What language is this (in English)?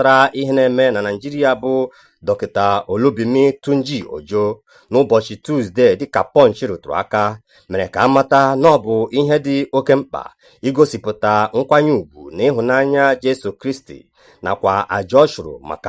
Igbo